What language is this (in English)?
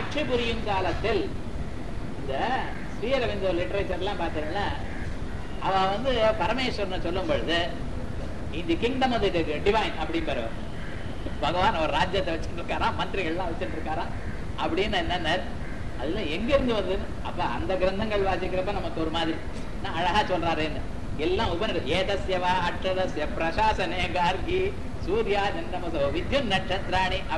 Tamil